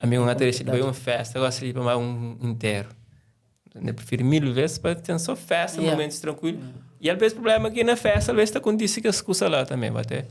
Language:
Kabuverdianu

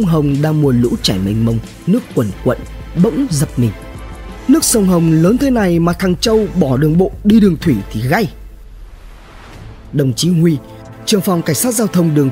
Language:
Vietnamese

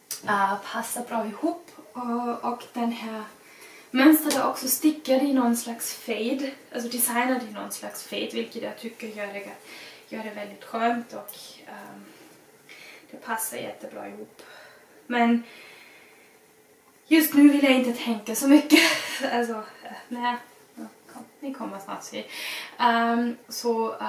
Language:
Swedish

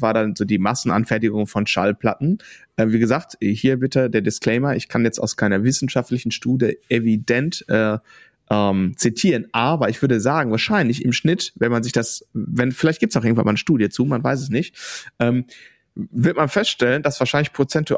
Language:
German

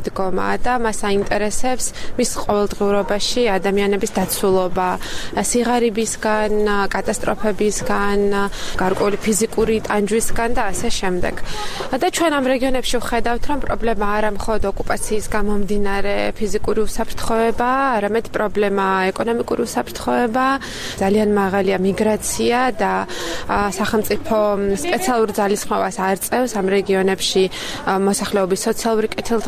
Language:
Georgian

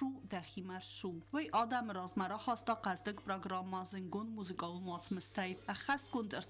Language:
Ossetic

